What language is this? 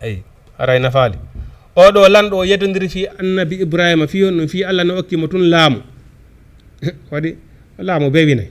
Fula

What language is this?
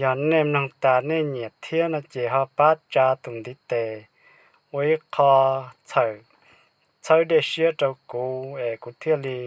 Hmong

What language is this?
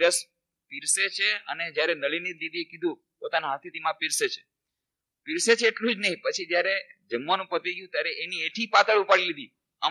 Gujarati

